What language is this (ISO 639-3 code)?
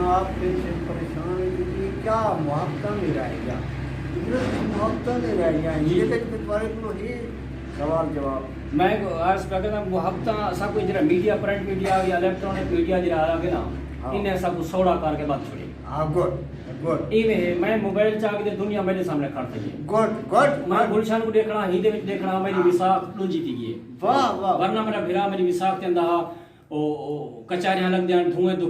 skr